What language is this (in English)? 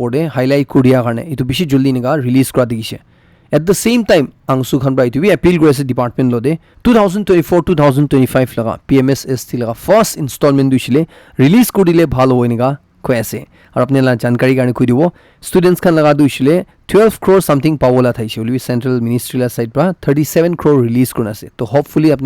Naga Pidgin